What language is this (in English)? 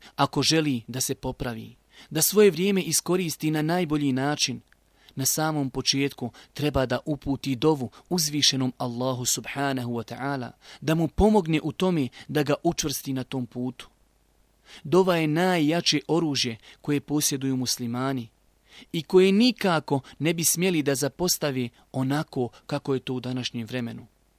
Bosnian